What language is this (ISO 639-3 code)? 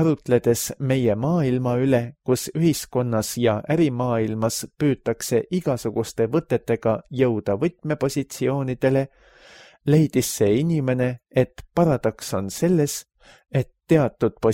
est